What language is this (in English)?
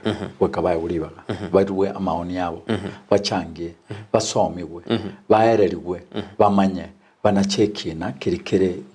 Gusii